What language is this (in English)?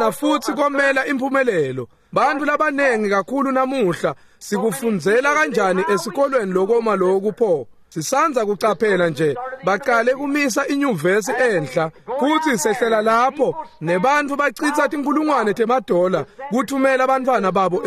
Swati